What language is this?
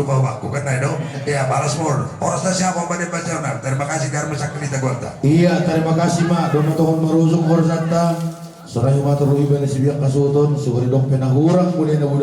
Batak Simalungun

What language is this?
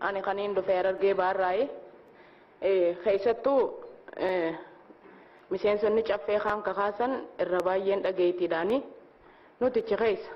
Oromo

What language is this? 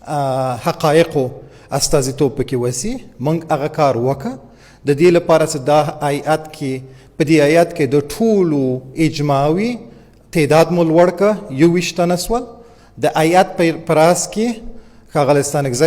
Pashto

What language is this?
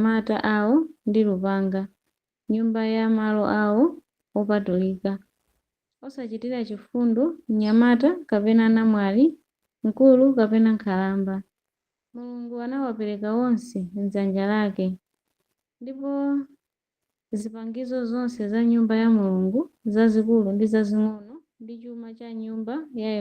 Nyanja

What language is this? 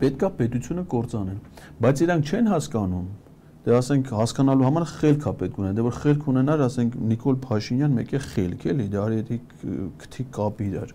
Armenian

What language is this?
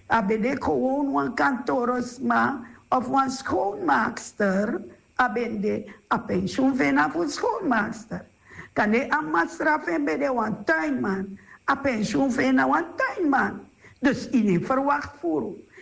Sranan Tongo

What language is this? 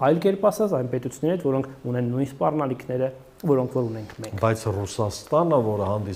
Armenian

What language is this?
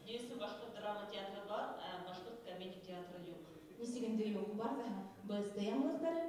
Bashkir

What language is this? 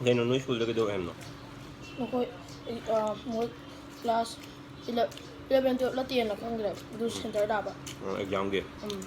Manipuri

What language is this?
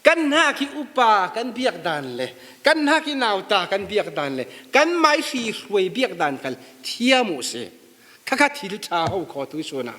Falam Chin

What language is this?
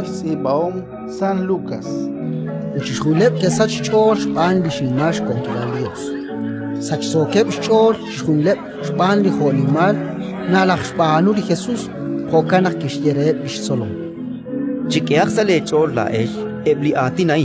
Kekchí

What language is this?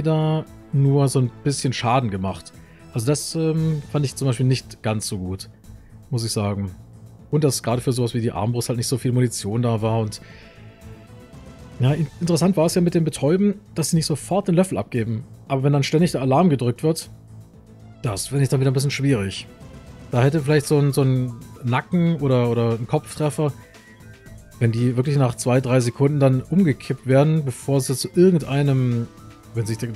German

